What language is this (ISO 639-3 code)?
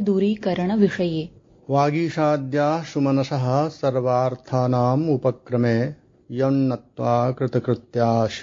san